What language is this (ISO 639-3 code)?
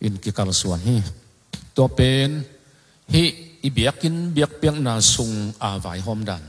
ctd